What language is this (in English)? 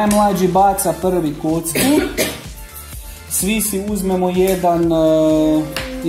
Croatian